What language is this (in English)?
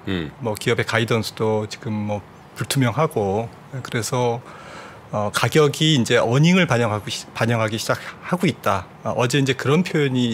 Korean